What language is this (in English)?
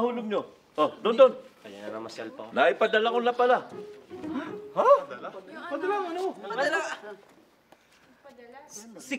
Filipino